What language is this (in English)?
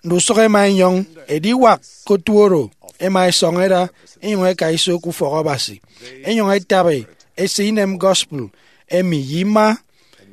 Efik